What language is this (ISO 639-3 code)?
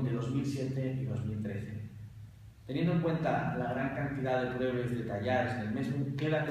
ast